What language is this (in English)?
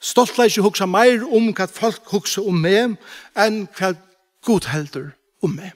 Faroese